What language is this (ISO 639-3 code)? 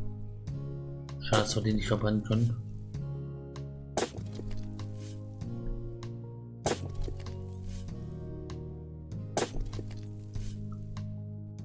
deu